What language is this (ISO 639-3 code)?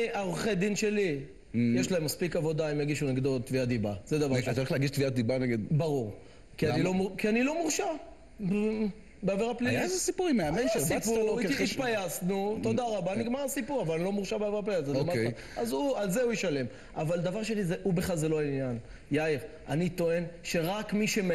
heb